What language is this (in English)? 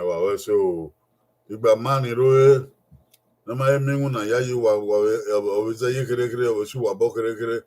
Bini